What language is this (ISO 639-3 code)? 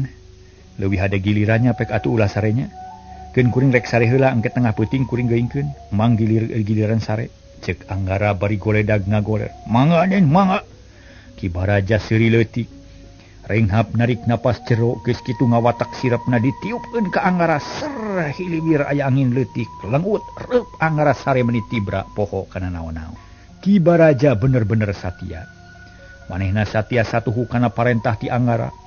sun